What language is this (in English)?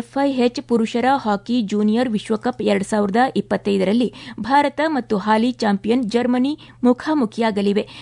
Kannada